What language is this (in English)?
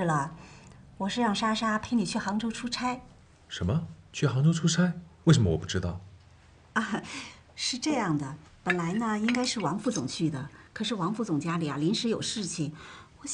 Chinese